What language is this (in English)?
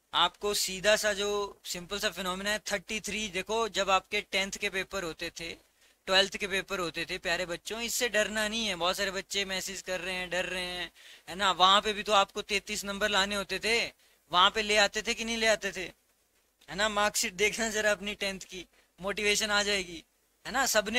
Hindi